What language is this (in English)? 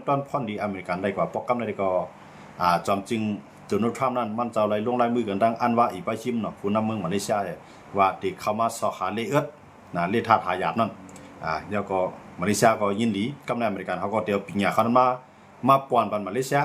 Shan